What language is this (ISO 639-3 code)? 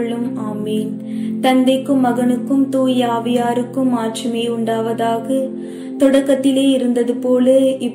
tam